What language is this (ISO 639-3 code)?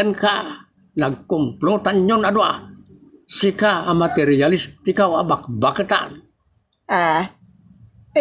ilo